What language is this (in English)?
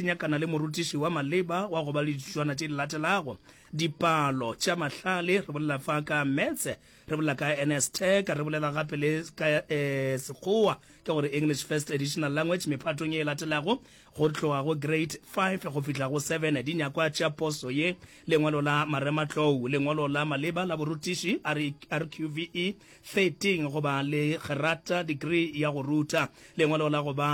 Northern Sotho